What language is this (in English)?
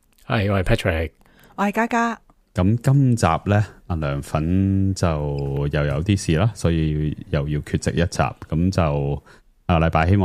Cantonese